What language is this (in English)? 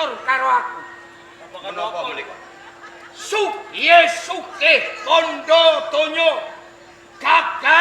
Javanese